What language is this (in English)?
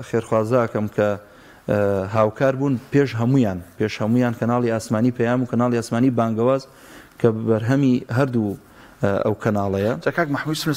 Central Kurdish